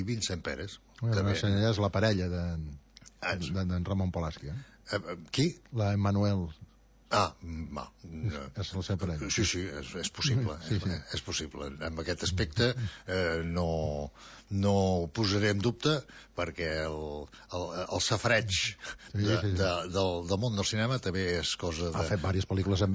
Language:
Catalan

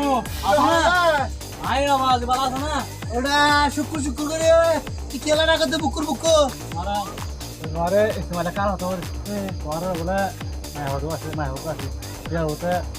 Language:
Rohingya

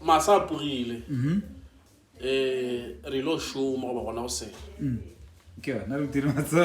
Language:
Northern Sotho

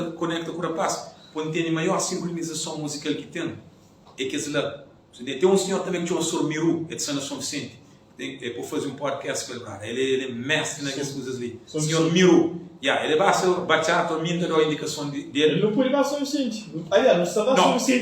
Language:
Kabuverdianu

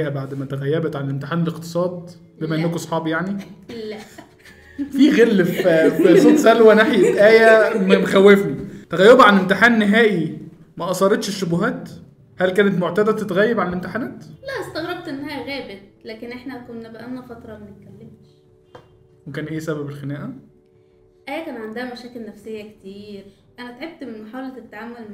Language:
Egyptian Arabic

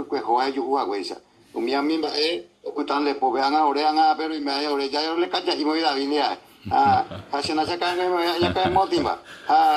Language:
Guarani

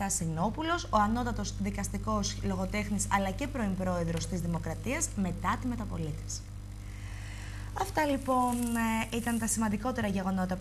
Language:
Greek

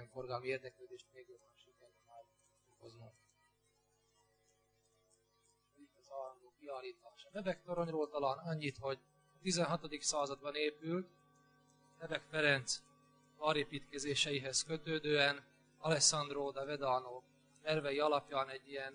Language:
Hungarian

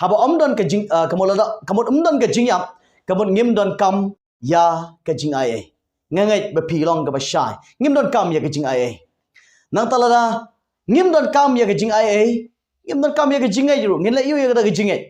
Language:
Khasi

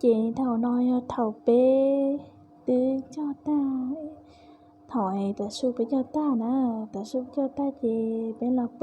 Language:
Hmong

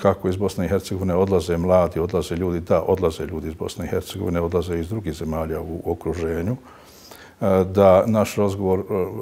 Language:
Bosnian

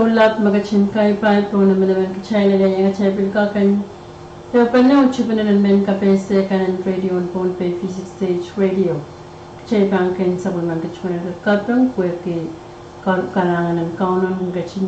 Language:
Pohnpeian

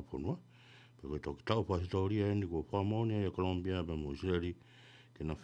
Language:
Tongan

